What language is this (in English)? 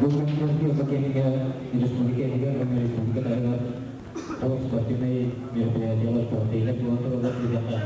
Yakut